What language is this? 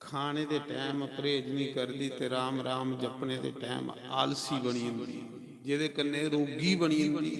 Dogri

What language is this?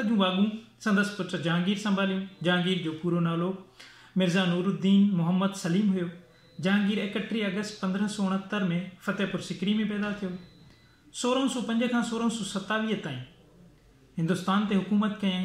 Sindhi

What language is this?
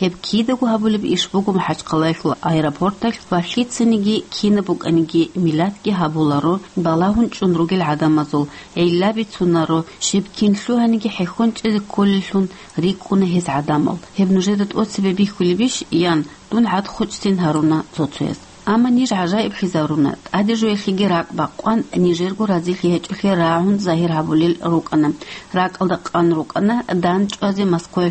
Avaric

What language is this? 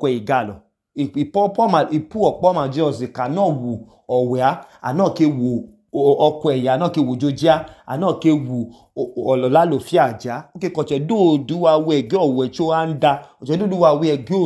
Idoma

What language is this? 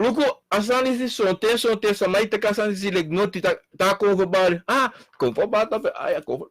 Sranan Tongo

